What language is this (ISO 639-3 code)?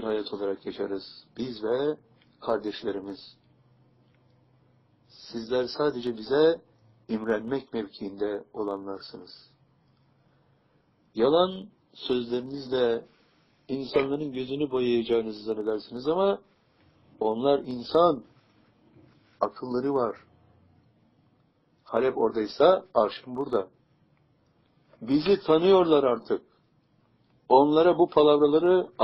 tur